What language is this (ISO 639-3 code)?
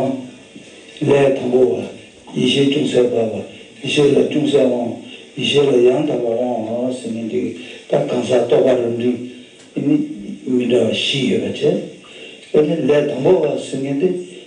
bod